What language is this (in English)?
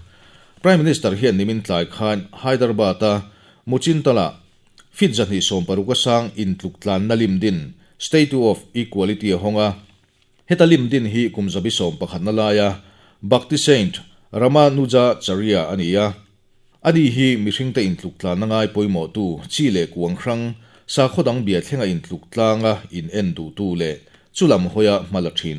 Mizo